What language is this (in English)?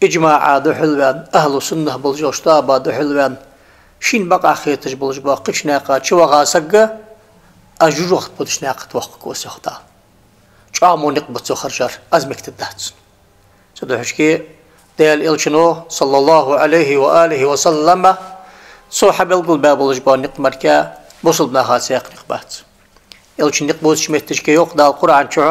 Ingush